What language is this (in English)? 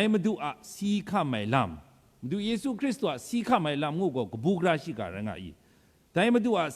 Kachin